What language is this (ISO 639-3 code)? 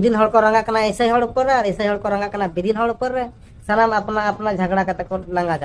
sat